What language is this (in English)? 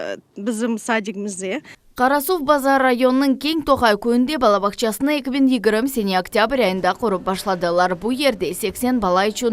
Crimean Tatar